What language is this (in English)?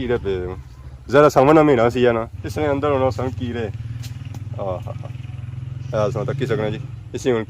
Pahari-Potwari